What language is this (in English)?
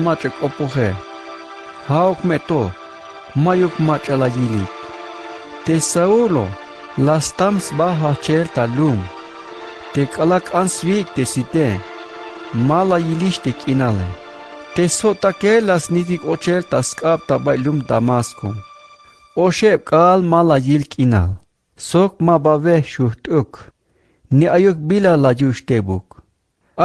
Tzeltal